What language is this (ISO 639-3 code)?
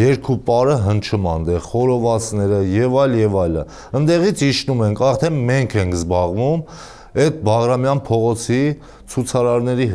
hye